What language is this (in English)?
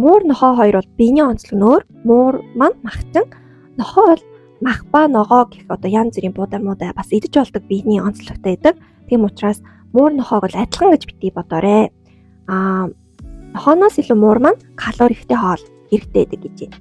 Mongolian